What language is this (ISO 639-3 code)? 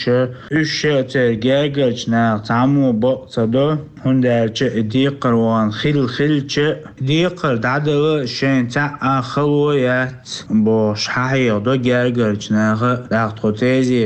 che